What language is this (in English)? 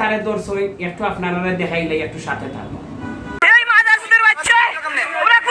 Sylheti